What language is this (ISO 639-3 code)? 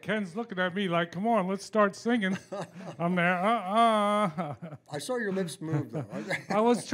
eng